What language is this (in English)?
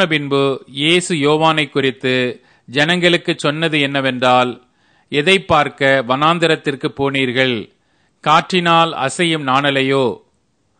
Tamil